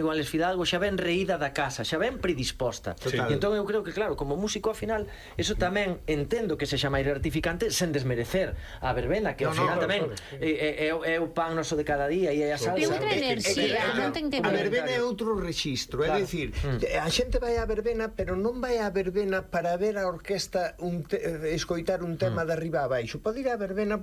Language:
Galician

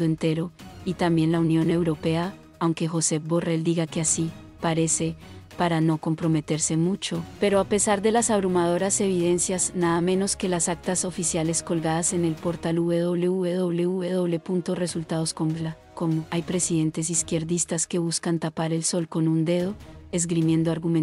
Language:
Spanish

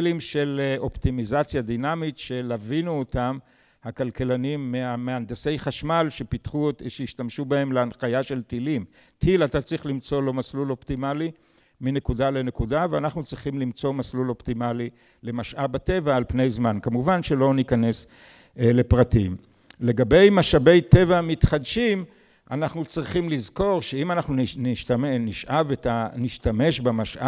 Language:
Hebrew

